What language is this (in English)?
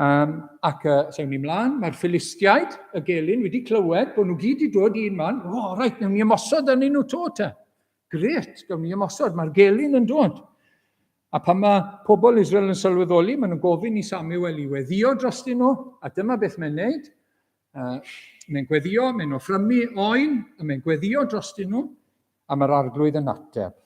Welsh